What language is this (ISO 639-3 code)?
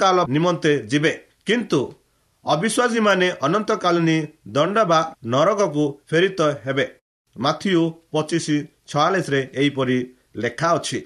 ori